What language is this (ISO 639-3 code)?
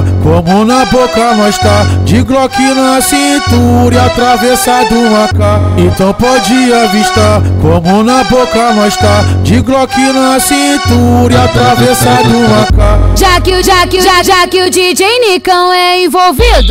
por